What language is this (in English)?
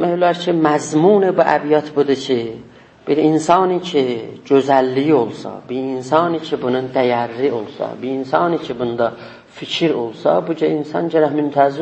South Azerbaijani